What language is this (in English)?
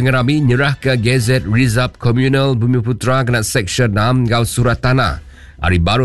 Iban